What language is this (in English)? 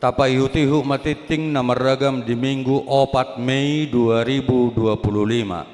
Batak Toba